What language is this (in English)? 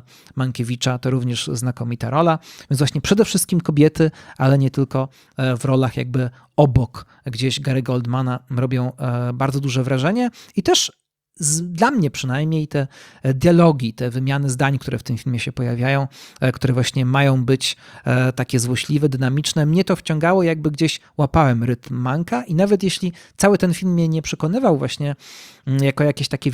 Polish